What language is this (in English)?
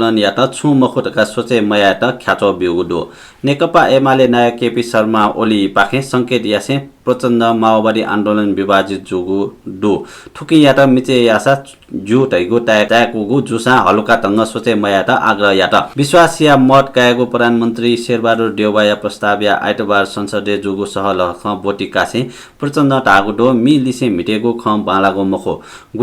Newari